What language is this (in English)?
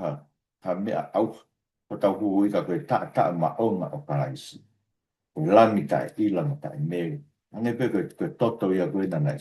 Tongan